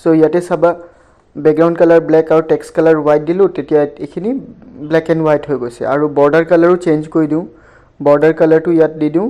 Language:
Assamese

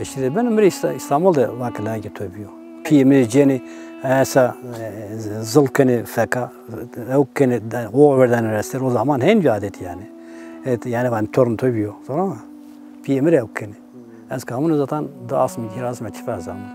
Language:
Zaza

